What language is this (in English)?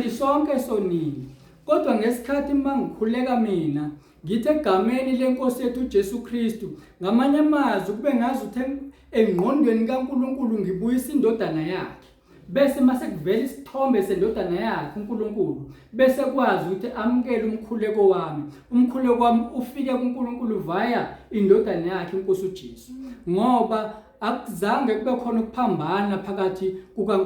Zulu